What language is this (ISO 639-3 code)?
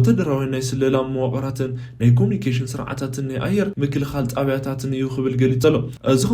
tir